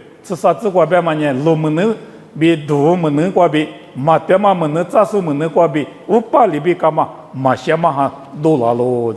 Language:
Lisu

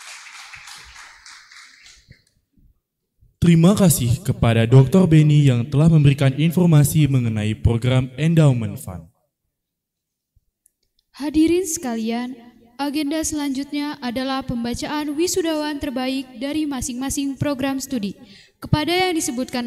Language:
Indonesian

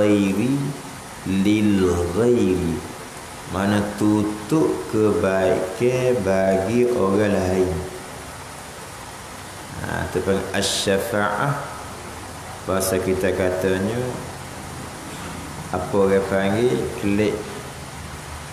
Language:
Malay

